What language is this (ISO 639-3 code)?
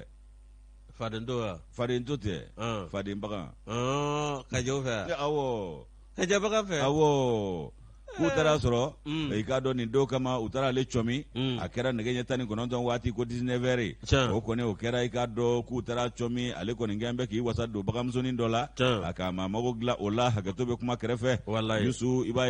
bam